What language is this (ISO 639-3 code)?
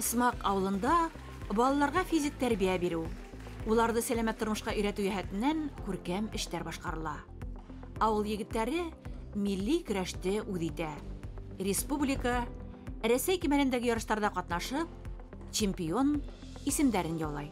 bak